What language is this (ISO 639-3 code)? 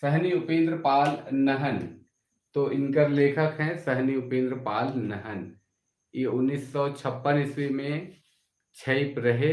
sck